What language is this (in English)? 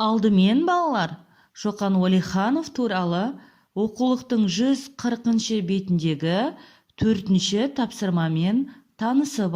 Kazakh